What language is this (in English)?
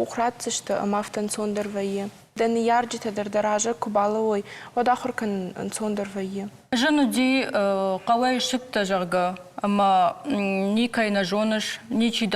Ossetic